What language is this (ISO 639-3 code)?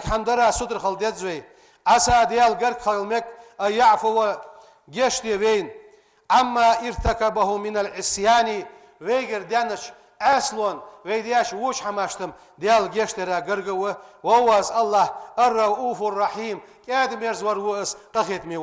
inh